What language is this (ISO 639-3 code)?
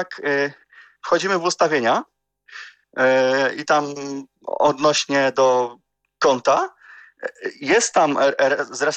pol